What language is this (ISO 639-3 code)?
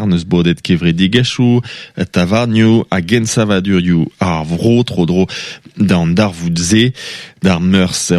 bre